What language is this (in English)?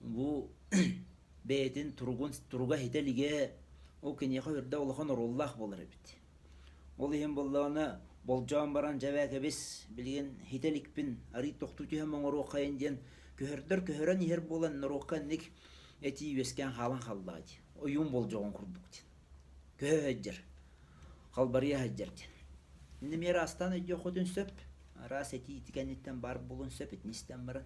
Yakut